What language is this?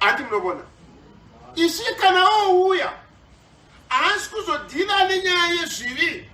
Shona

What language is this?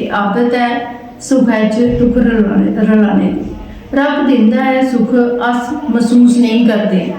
Dogri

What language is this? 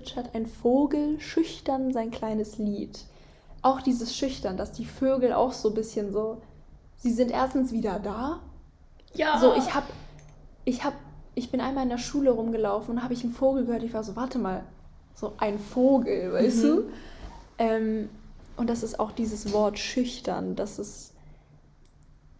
German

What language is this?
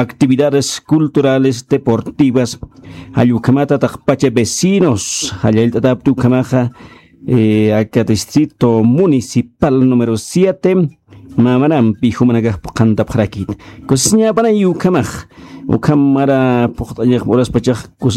Aymara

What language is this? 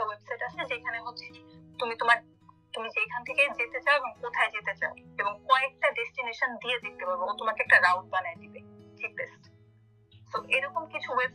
Bangla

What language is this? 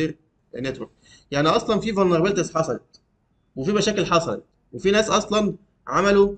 Egyptian Arabic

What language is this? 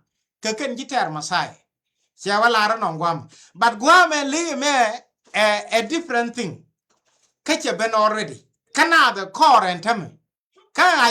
Nuer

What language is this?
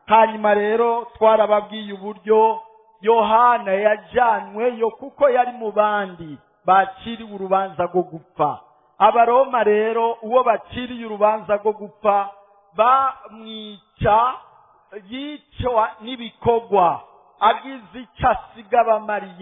Rundi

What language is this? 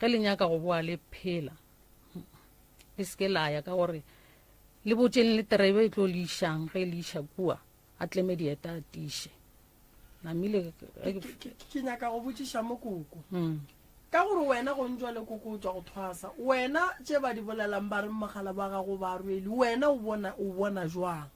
Northern Sotho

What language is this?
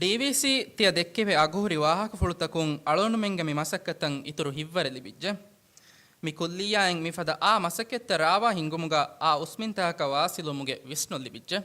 Divehi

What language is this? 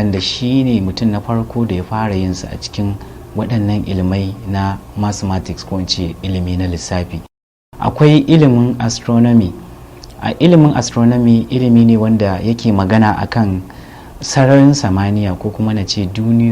Hausa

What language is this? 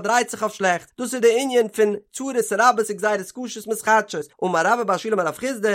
Yiddish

